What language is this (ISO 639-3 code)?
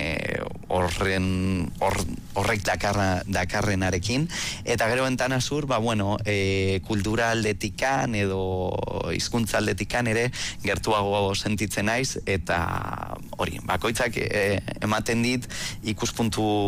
eus